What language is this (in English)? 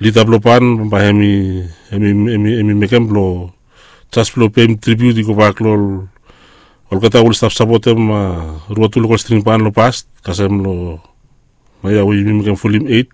Bislama